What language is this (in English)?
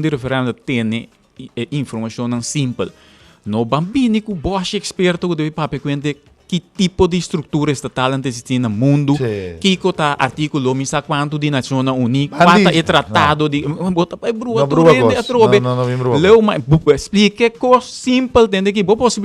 Papiamento